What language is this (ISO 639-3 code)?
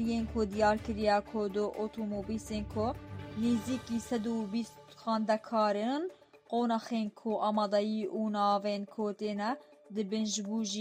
kur